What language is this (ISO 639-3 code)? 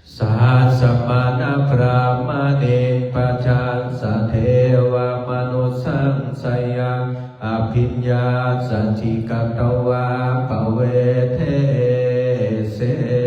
pli